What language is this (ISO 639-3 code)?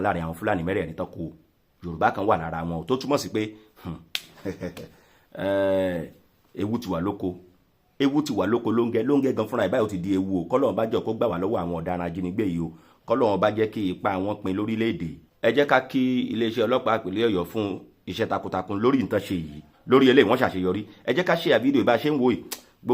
yor